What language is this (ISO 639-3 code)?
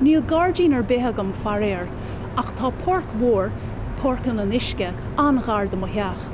gle